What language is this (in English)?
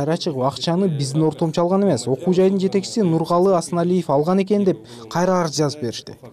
Kyrgyz